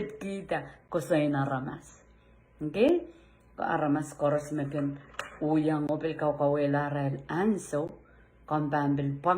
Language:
Pohnpeian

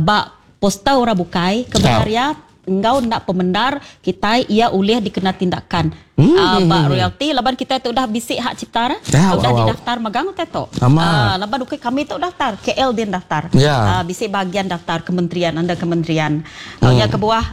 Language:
Iban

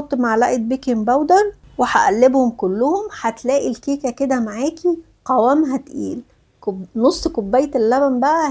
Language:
Egyptian Arabic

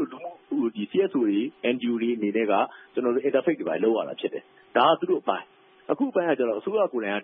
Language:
Burmese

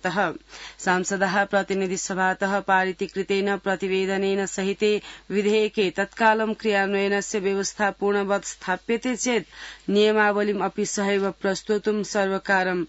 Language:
Sanskrit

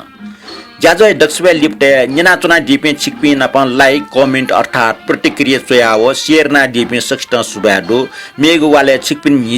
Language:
Newari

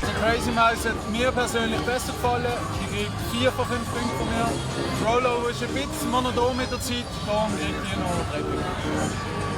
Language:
Swiss German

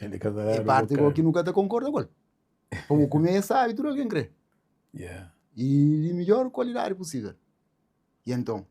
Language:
Kabuverdianu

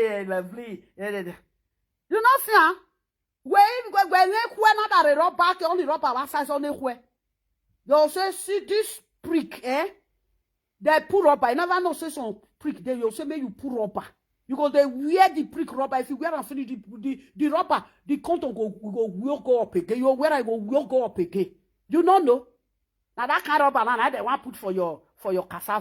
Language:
Nigerian Pidgin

